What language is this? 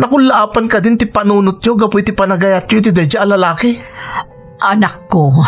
Iloko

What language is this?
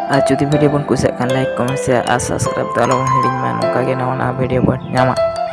Santali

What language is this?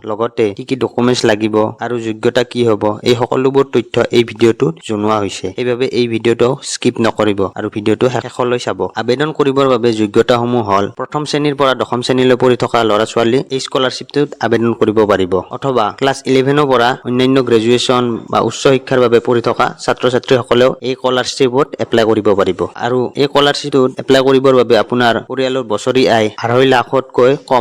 Assamese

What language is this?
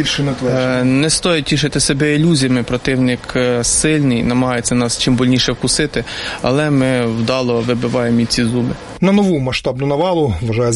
Ukrainian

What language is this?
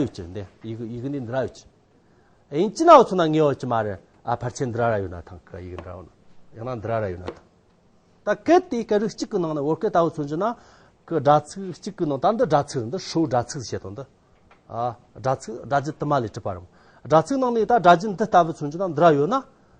Amdo Tibetan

